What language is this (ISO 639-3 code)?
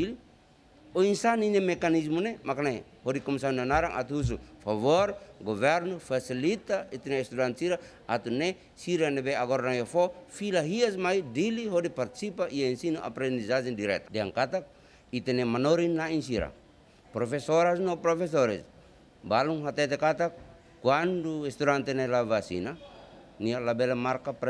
tet